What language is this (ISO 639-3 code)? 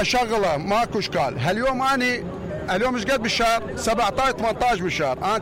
acm